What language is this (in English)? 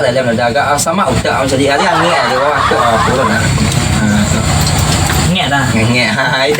Minangkabau